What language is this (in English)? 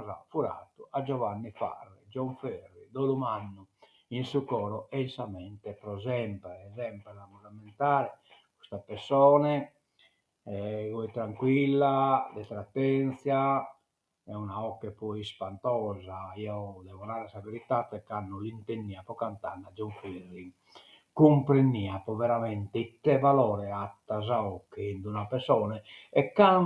Sardinian